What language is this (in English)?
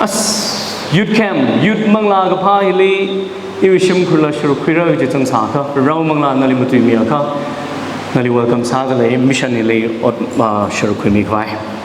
Tangkhul Naga (India)